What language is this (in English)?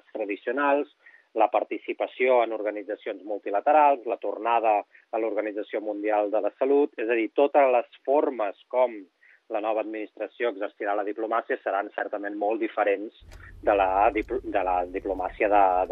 Catalan